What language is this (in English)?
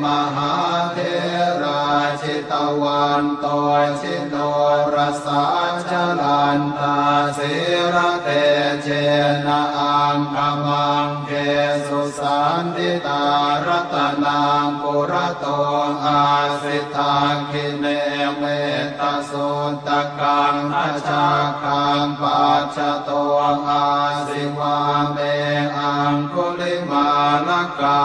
Pali